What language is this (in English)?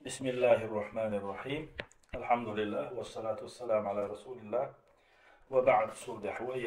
Chechen